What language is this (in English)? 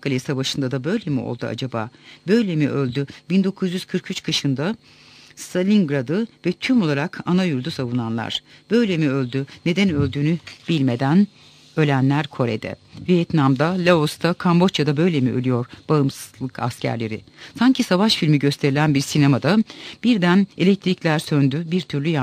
Turkish